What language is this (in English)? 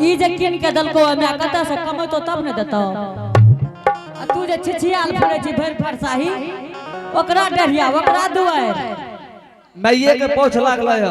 Angika